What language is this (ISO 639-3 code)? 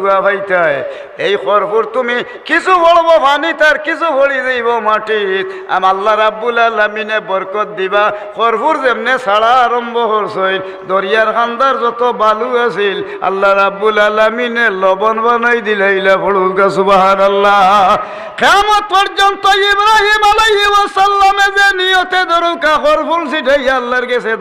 syl